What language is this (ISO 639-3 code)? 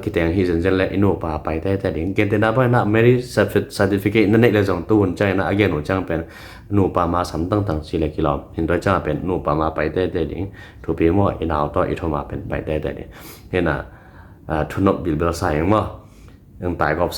ctd